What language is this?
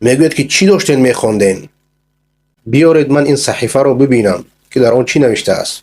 Persian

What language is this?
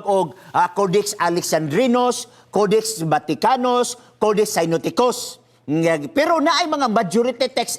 Cebuano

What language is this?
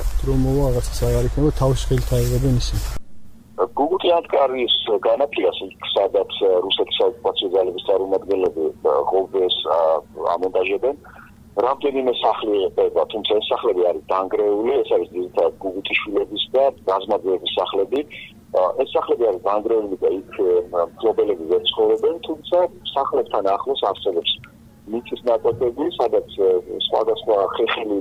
Georgian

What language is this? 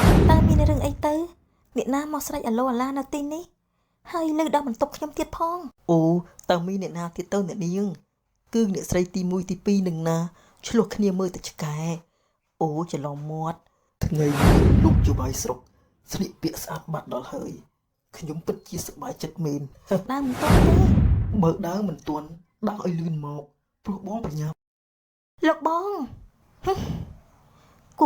Khmer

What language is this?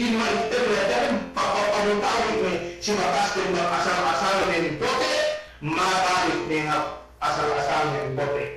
Yakan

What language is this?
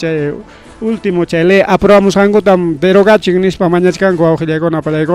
Ayacucho Quechua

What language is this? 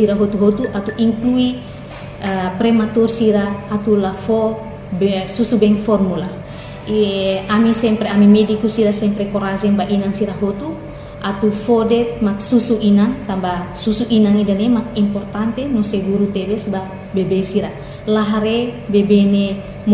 Tetum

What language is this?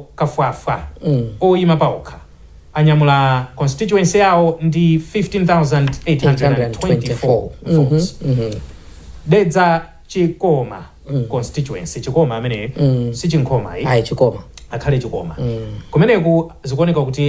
Nyanja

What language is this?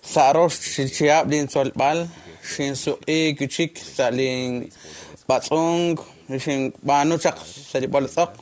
Kekchí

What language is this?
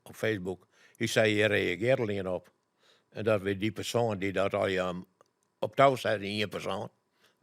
Western Frisian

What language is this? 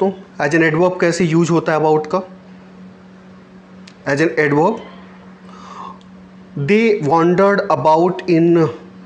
Hindi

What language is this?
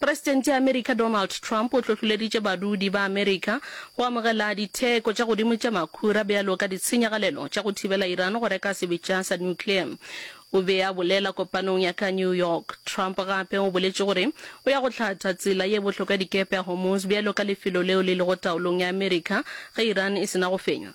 Northern Sotho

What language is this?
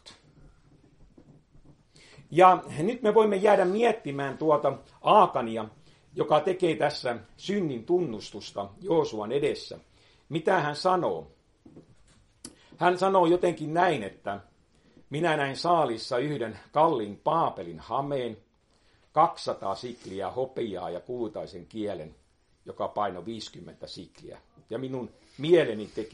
Finnish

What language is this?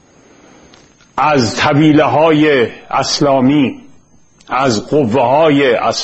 Persian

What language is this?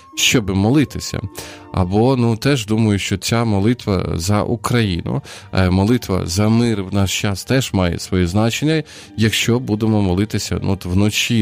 Ukrainian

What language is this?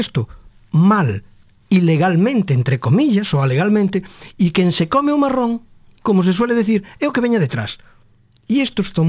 Galician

